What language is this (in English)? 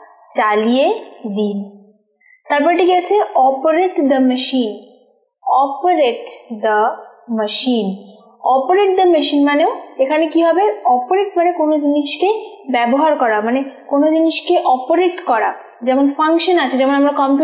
Bangla